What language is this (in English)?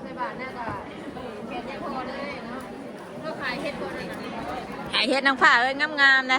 Northeastern Thai